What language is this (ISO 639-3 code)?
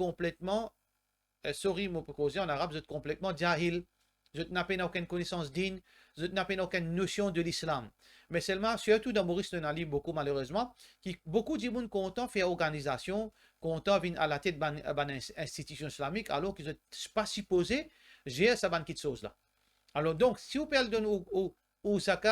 mfe